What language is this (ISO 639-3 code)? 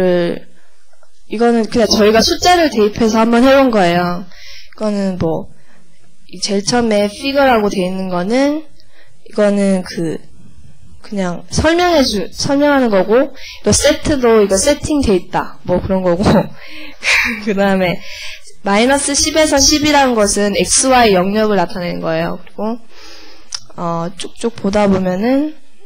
kor